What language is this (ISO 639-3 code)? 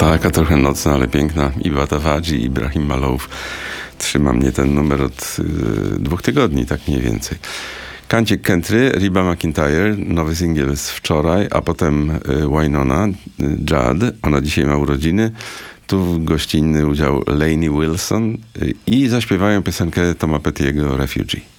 pol